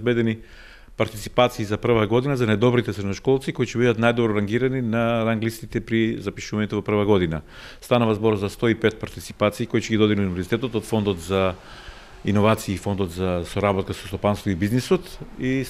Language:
Macedonian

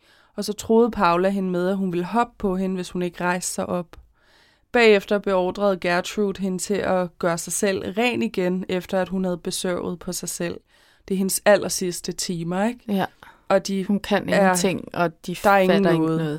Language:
Danish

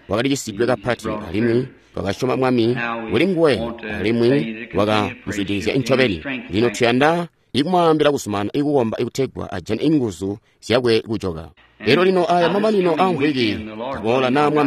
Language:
Tonga (Zambia)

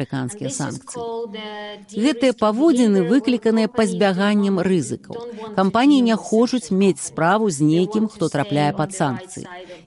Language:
Belarusian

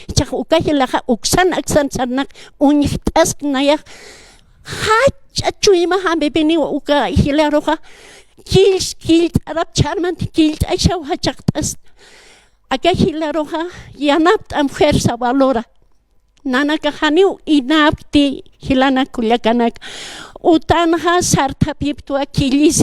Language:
Aymara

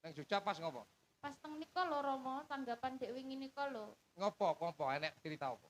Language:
Javanese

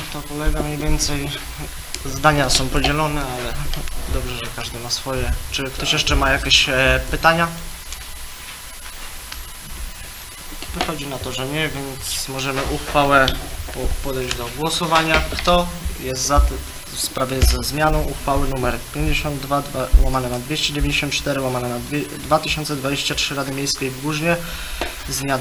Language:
Polish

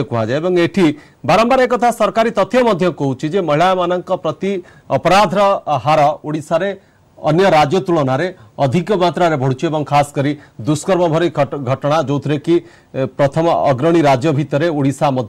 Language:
Odia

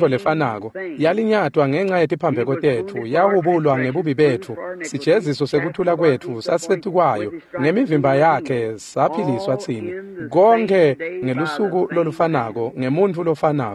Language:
Swati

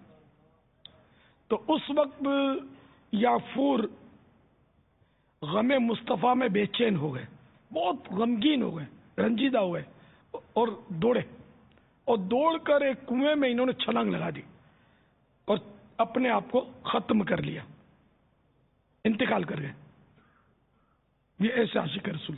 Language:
Urdu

